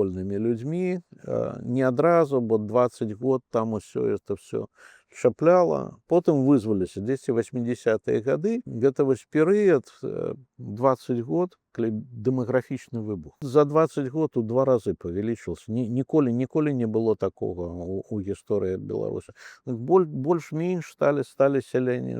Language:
Belarusian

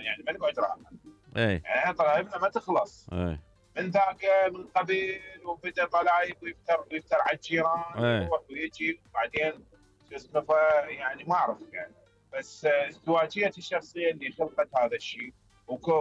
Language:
Mesopotamian Arabic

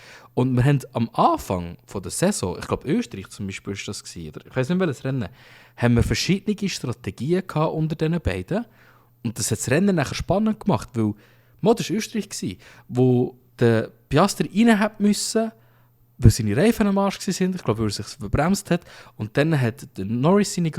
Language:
Swiss German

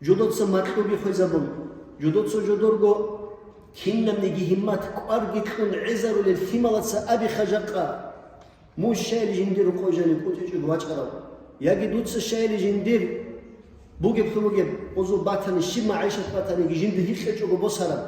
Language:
Avaric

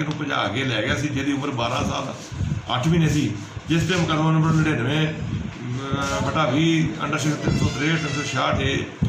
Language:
Punjabi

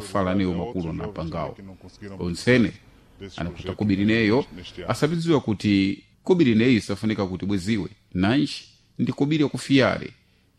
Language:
Sena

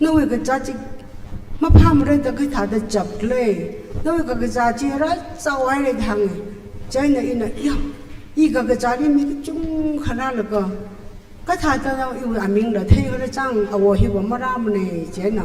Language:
Tangkhul Naga (India)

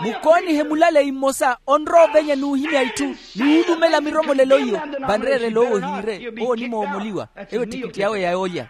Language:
Makhuwa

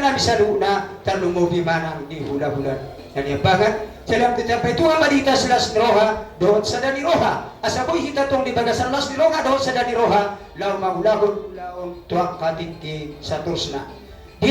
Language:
Batak Toba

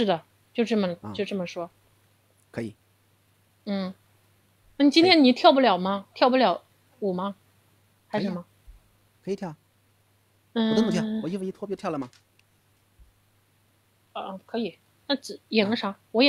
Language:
Chinese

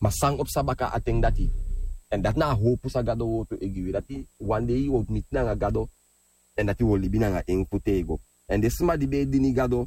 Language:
Sranan Tongo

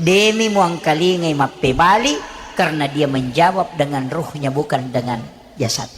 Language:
Buginese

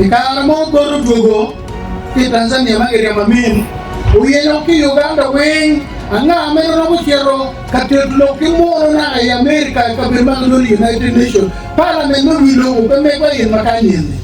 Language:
Acoli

